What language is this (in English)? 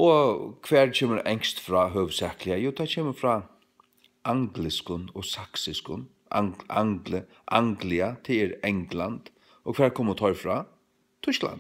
Faroese